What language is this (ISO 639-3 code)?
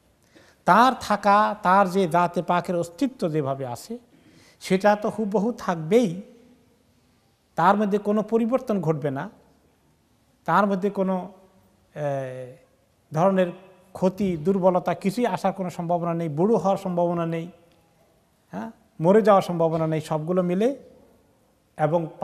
ben